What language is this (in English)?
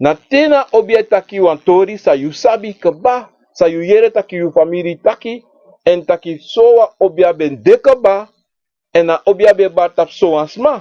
Sranan Tongo